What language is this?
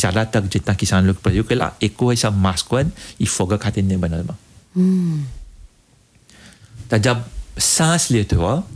Bhojpuri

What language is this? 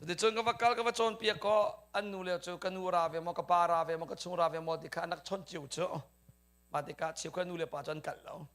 Hakha Chin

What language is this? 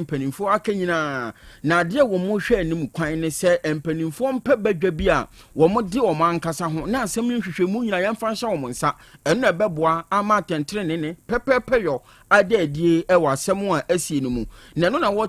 Akan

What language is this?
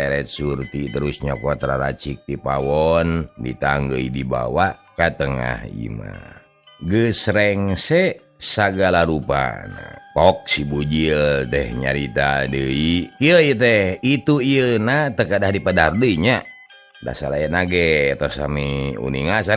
Sundanese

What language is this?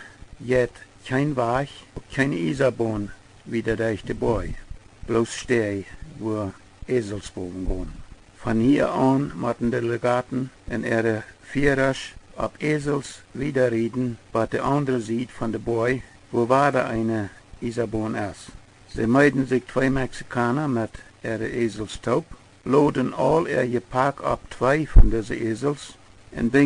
Plautdietsch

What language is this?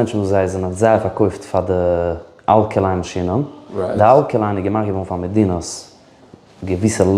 Yiddish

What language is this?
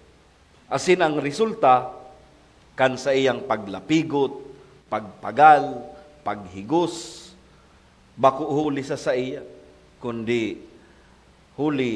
Bikol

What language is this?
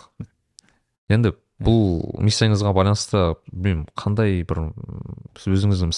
Kazakh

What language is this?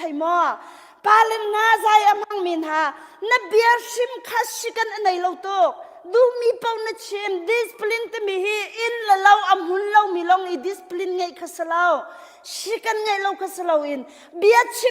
Hakha Chin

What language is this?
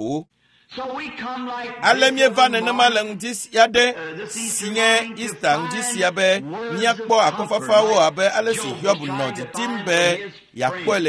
Ewe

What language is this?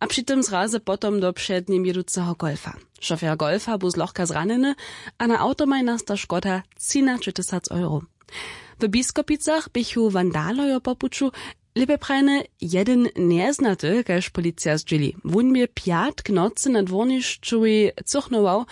Upper Sorbian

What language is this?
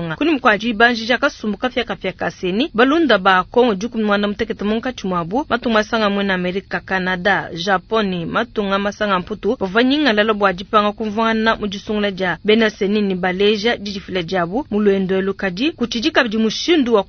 Luba-Lulua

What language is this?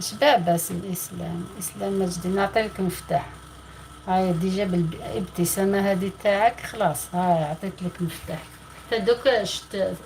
Algerian Arabic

